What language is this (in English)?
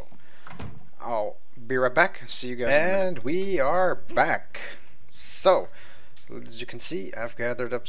English